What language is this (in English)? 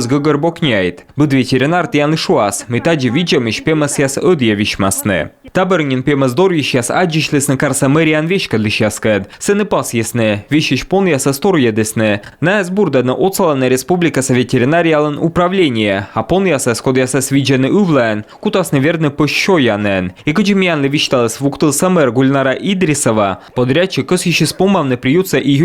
Komi